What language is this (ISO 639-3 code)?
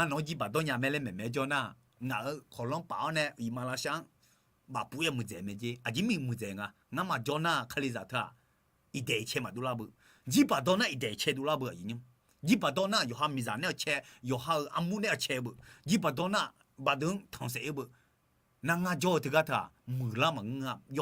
ahk